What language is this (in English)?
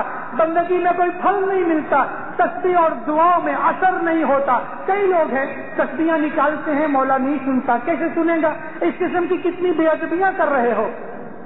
Urdu